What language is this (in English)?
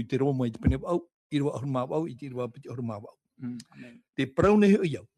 Tahitian